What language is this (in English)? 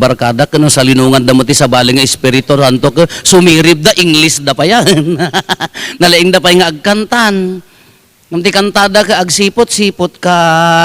Iloko